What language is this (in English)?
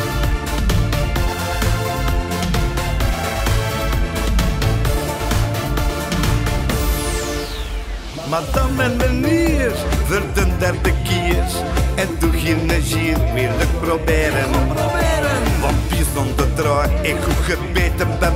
Dutch